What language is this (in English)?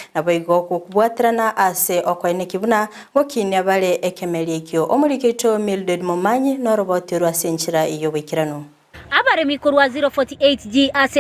Gusii